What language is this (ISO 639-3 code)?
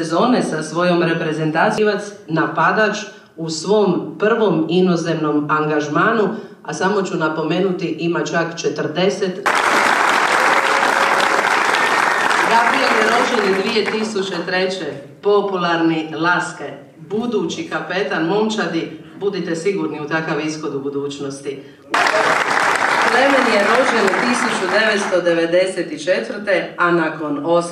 hrv